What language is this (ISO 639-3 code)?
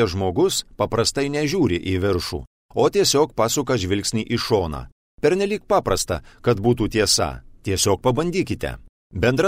lit